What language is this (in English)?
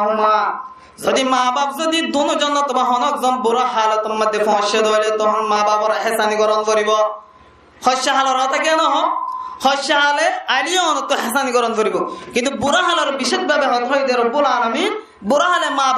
Rohingya